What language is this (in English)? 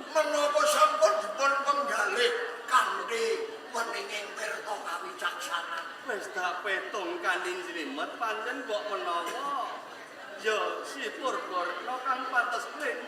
Javanese